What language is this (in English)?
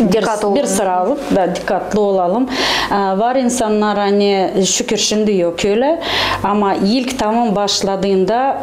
Gagauz